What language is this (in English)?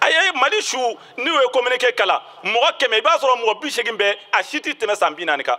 Bambara